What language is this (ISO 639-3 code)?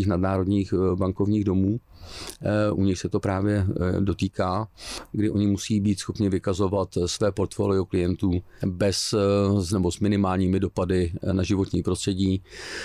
ces